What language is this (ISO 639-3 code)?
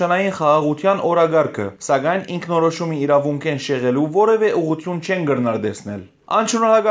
hyw